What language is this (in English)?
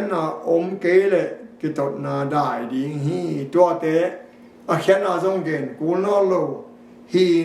Tedim Chin